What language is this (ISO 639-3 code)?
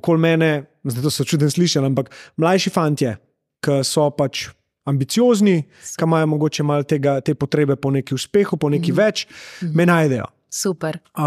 slv